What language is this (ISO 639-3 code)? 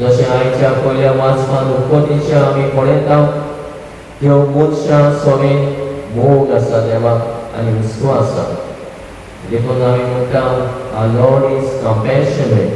kok